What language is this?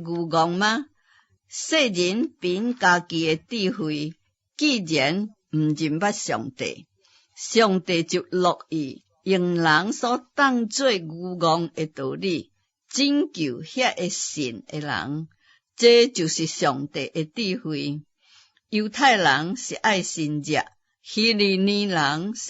Min Nan Chinese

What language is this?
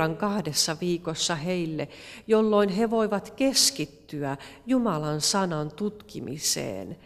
Finnish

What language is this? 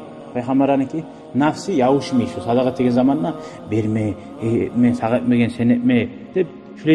Kumyk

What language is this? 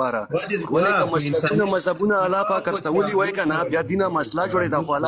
Pashto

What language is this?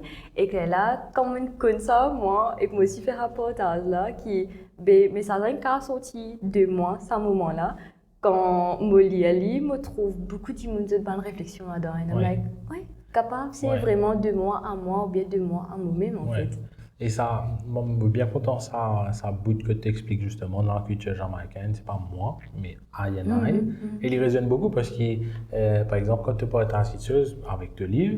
Morisyen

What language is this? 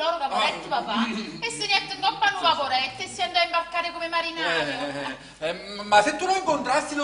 Neapolitan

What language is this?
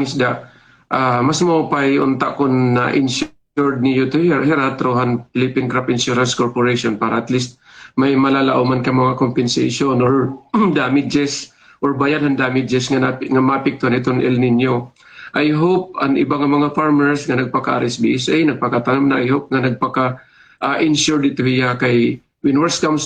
Waray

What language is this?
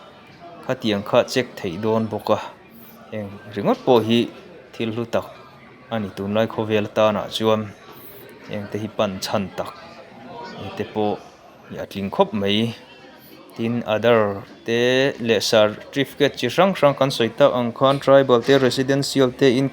Mizo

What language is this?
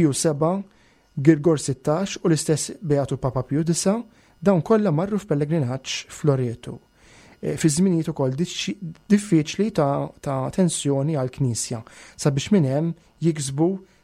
Maltese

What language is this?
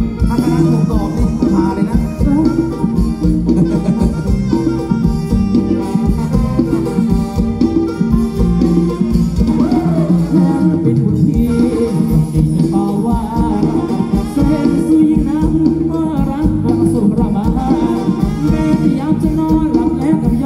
Thai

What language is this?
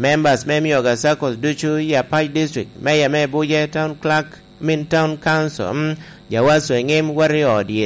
Lango (Uganda)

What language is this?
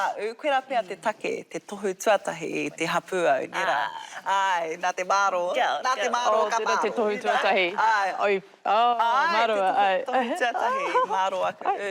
Māori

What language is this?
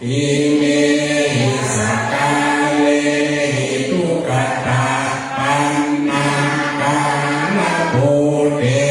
Pali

